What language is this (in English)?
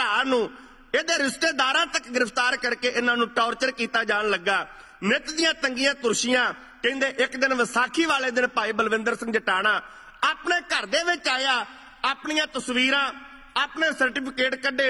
Punjabi